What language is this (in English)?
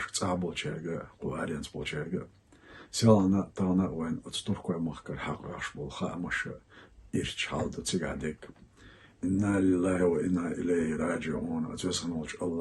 Chechen